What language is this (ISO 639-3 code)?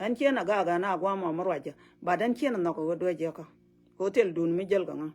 nus